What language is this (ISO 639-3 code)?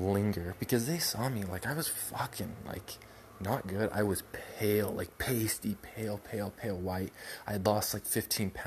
eng